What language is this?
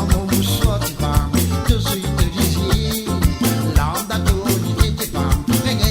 Morisyen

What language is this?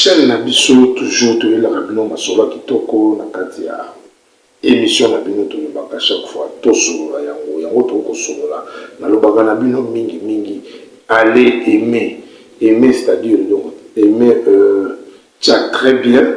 Lingala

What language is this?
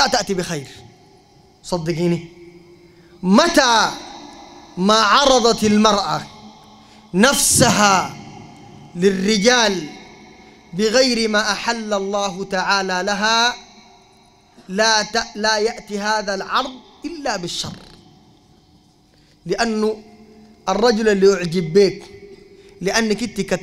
Sudanese Arabic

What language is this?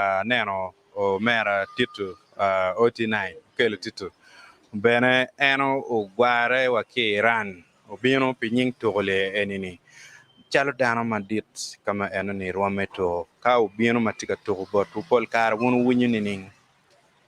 Acoli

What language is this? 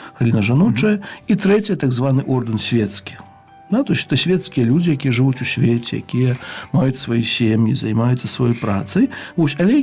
Belarusian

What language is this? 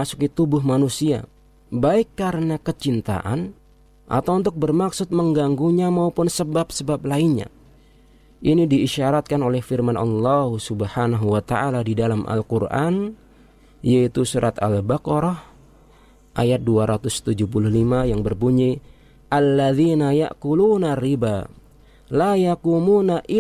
Indonesian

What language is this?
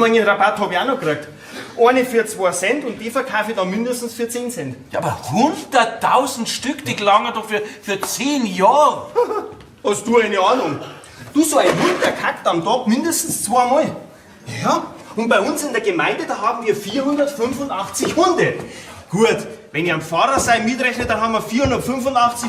Bavarian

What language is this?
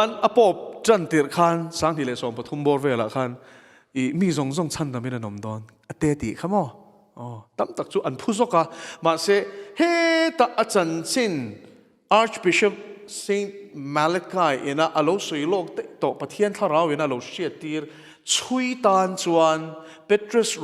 Mizo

